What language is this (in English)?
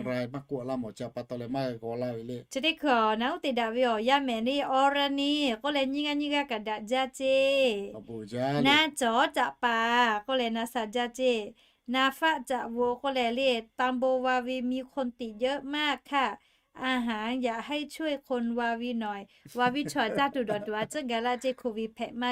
Lahu